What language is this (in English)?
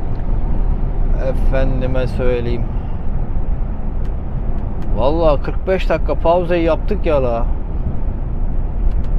Turkish